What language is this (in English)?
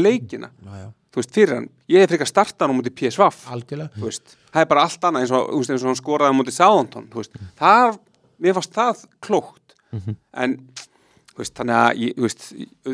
Icelandic